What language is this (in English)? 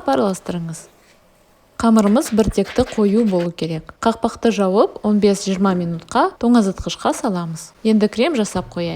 Kazakh